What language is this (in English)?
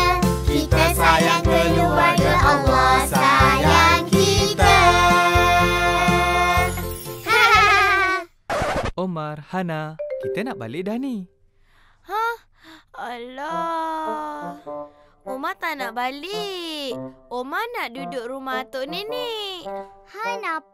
Malay